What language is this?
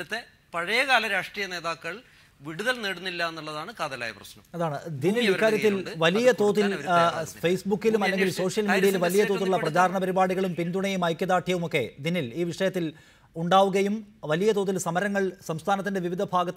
Malayalam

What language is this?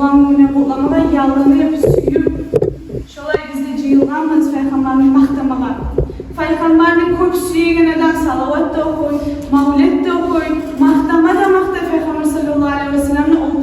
Kumyk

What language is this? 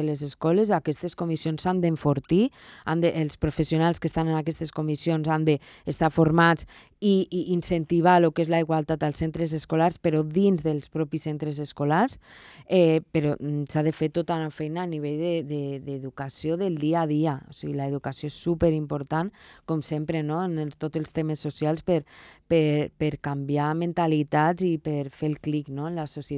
Catalan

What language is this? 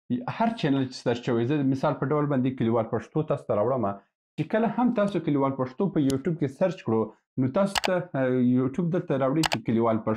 Pashto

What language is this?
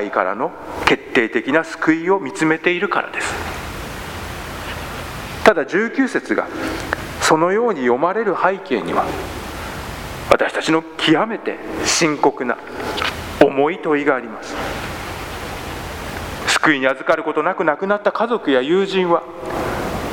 Japanese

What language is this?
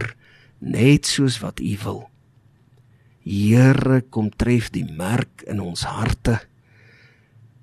Afrikaans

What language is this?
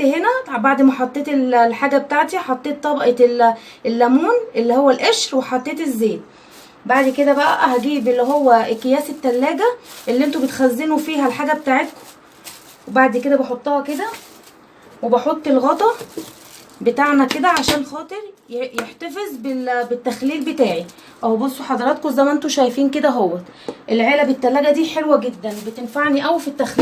Egyptian Arabic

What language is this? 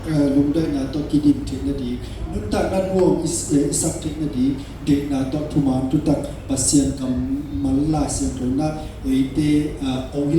Tedim Chin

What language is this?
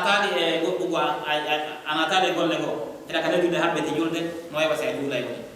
Pular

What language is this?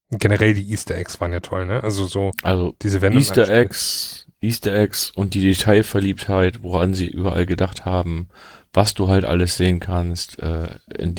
German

